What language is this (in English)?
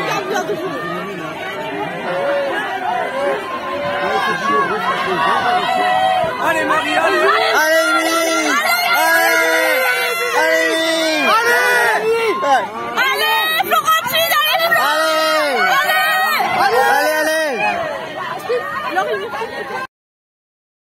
French